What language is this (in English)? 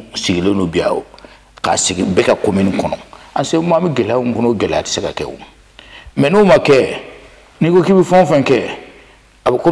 Bambara